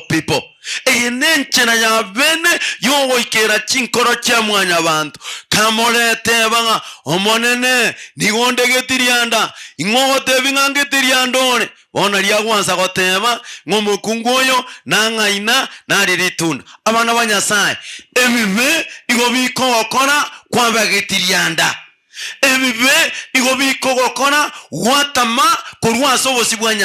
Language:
Gusii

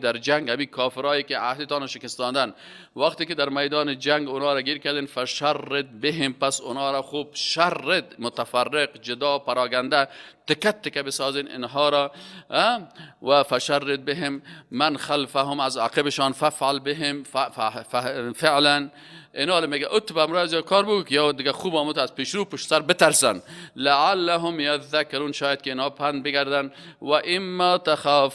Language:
Persian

